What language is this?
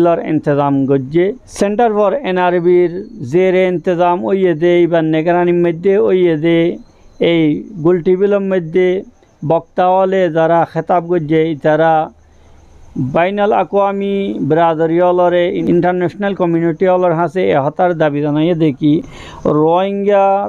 Rohingya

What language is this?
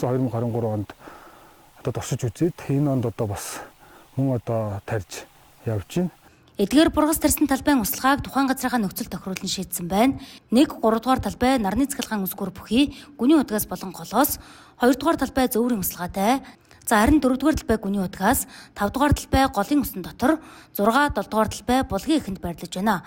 Mongolian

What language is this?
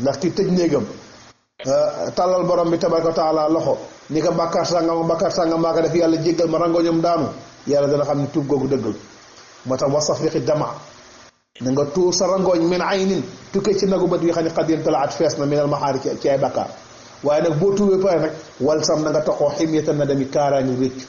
Wolof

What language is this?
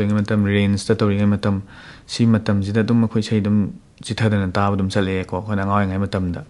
Manipuri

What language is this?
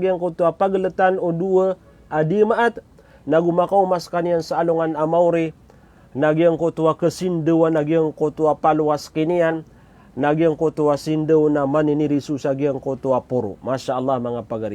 Maranao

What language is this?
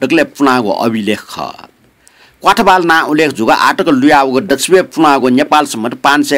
Newari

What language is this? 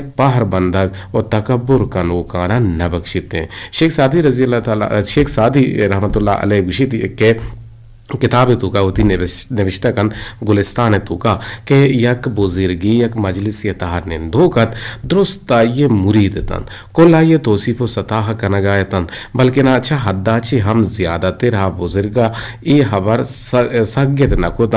Eastern Balochi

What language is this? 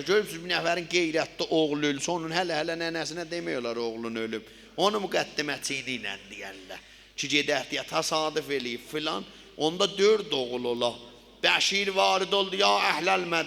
South Azerbaijani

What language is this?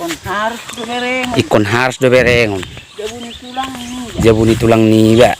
Batak Toba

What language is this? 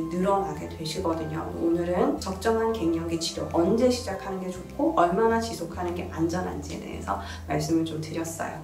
Korean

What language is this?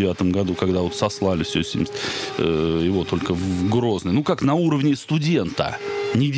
Russian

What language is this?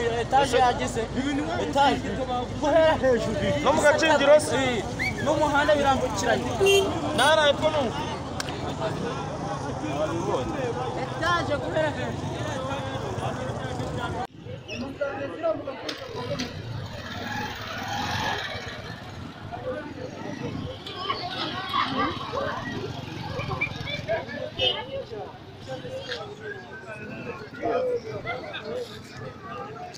Kinyarwanda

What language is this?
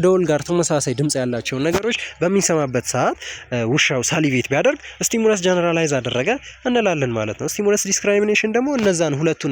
Amharic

